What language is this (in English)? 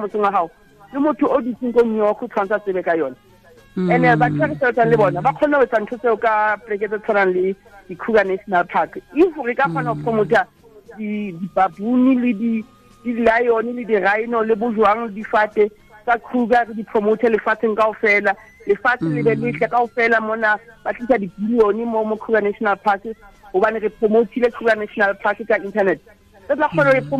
Southern Sotho